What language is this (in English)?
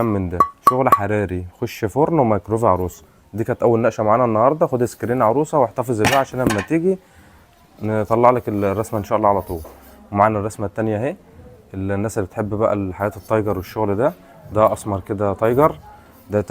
Egyptian Arabic